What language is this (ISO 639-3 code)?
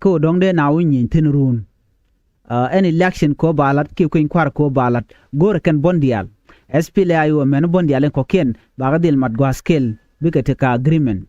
nus